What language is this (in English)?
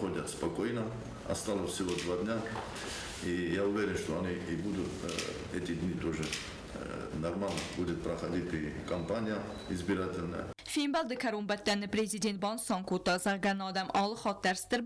Ossetic